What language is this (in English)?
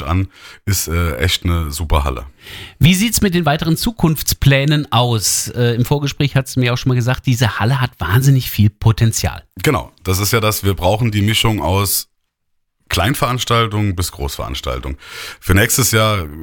German